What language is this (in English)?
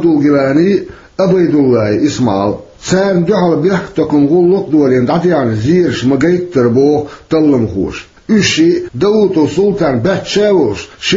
Chechen